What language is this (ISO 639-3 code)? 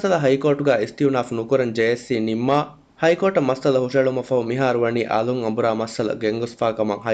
div